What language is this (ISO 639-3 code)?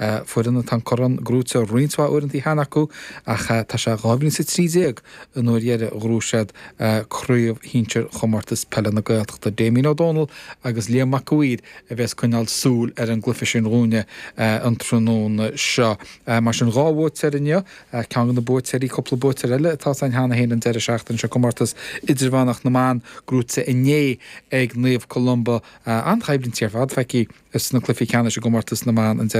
gle